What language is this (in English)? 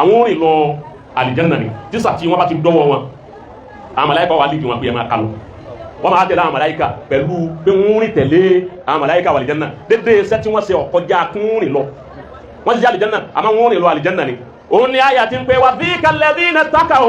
Yoruba